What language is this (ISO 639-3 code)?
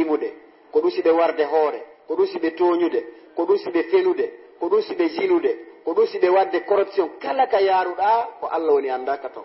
ful